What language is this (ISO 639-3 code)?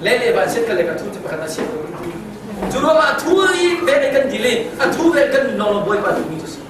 cnh